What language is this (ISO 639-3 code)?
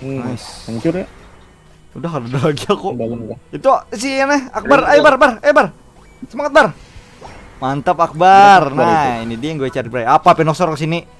bjn